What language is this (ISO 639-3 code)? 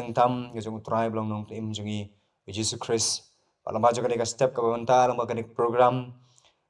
kha